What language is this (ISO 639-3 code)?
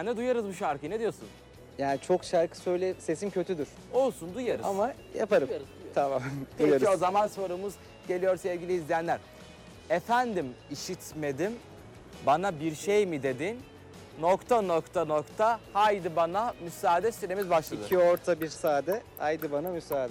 tur